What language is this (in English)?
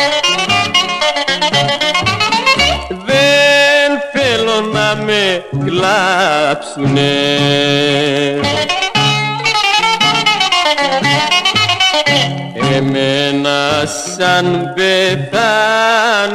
Greek